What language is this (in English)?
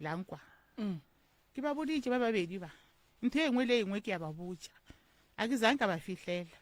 Northern Sotho